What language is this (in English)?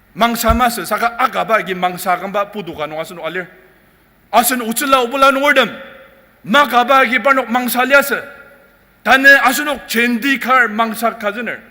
Ao Naga